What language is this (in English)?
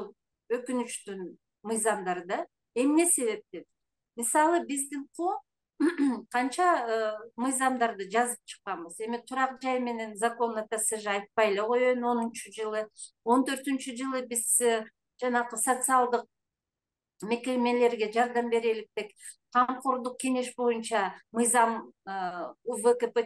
Kyrgyz